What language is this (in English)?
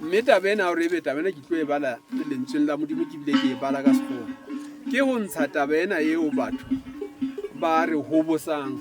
Southern Sotho